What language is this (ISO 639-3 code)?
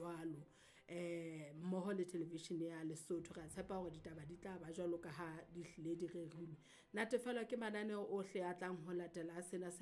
sot